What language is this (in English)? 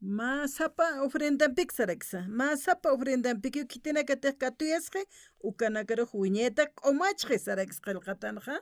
Aymara